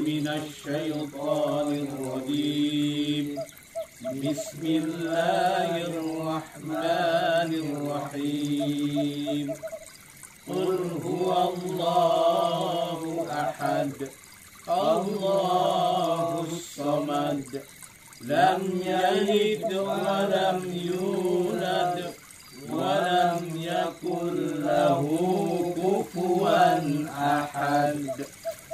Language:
Betawi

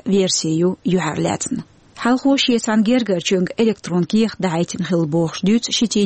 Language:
Chechen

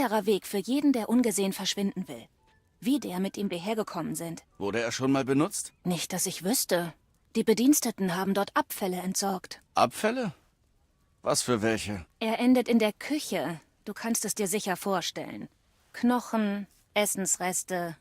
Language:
Bavarian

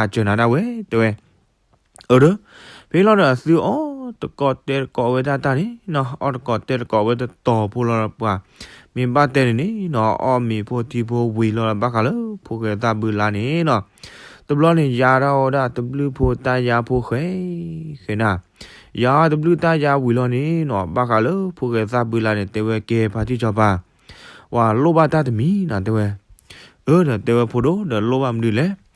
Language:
S'gaw Karen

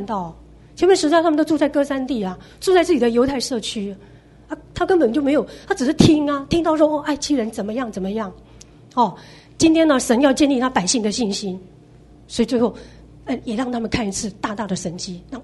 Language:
Chinese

